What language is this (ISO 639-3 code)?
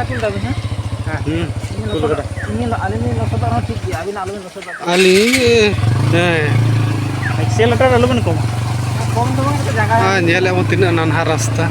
sat